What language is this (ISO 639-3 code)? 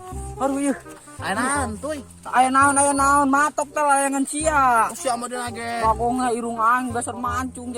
sun